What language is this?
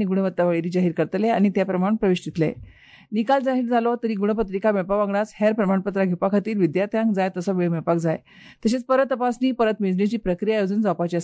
Konkani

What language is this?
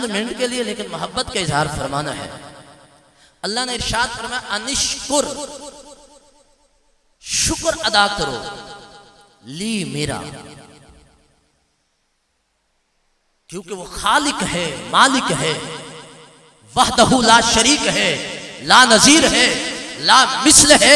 Urdu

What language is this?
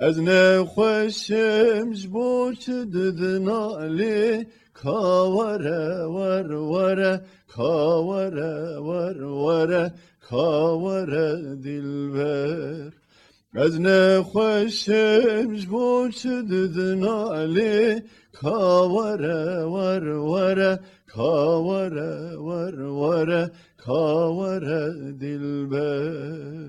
Kurdish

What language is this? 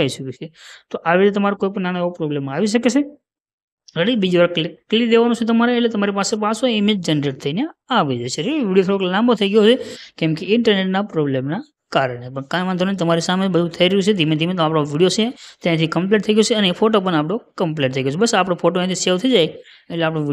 Gujarati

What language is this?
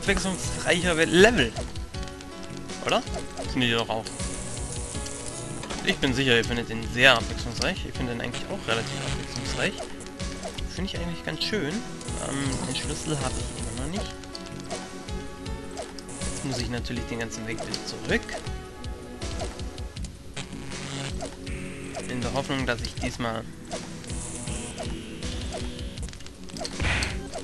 German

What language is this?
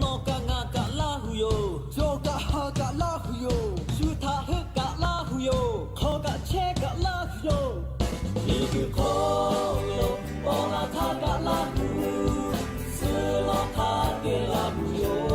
Lahu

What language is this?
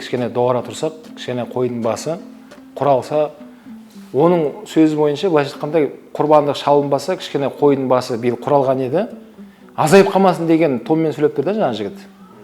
Kazakh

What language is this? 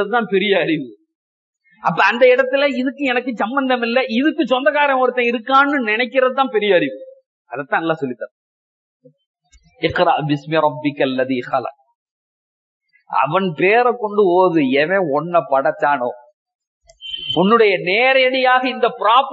Tamil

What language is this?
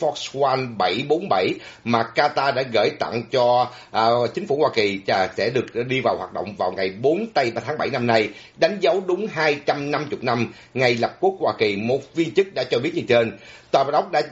Vietnamese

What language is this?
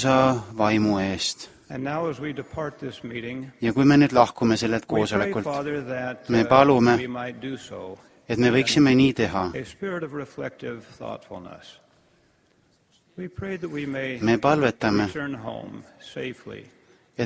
Estonian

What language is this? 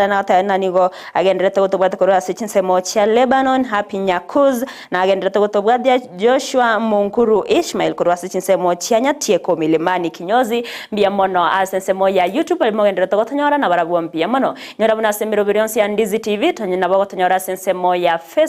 Gusii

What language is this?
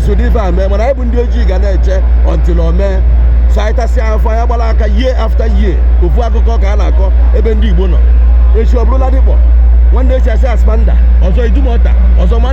Igbo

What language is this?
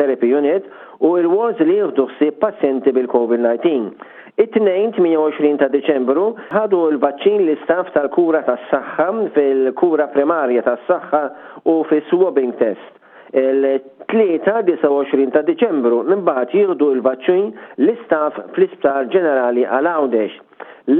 Maltese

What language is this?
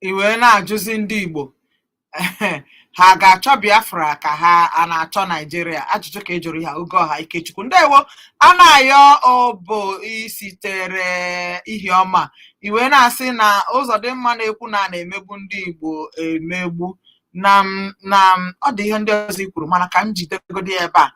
Igbo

